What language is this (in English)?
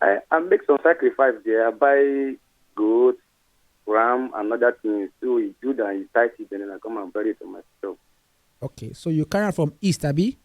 Nigerian Pidgin